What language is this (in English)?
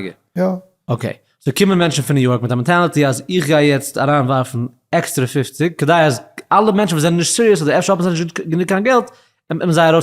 Yiddish